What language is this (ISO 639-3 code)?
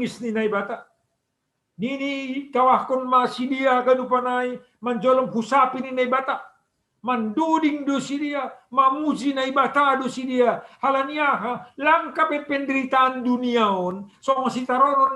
bts